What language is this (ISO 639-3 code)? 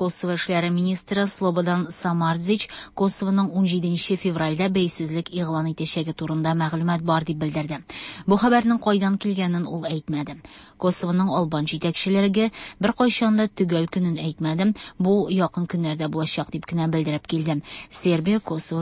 tat